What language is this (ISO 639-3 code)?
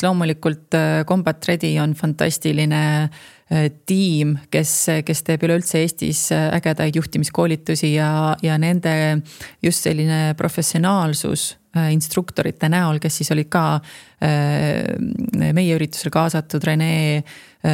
est